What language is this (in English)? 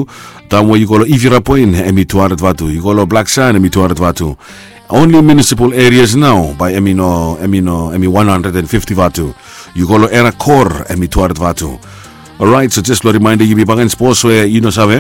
Bislama